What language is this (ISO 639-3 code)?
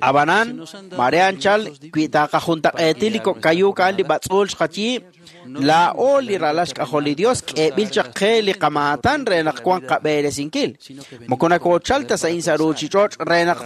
kek